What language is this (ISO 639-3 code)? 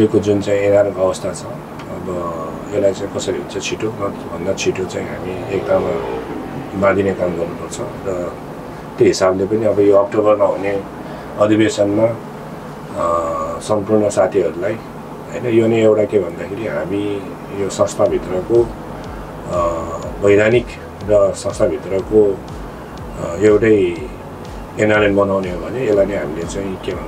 nep